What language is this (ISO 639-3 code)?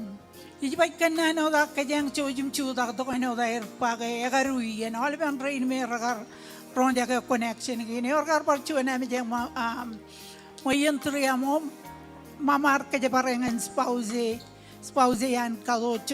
mah